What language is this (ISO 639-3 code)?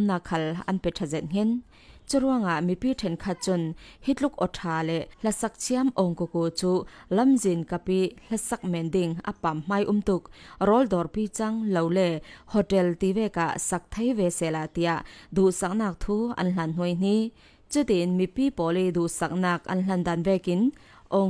cfm